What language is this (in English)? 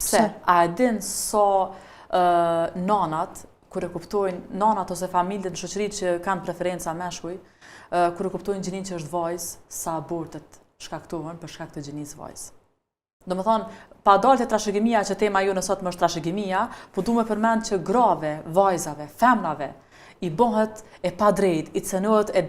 Albanian